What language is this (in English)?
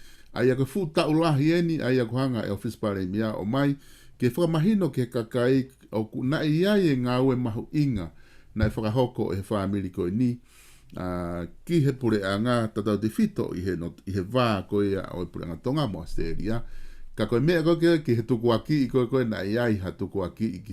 Tongan